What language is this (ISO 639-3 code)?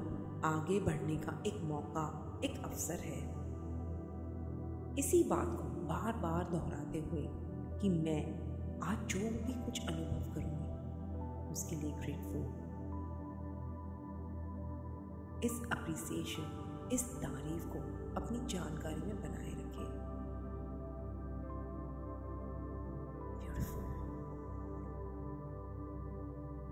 hin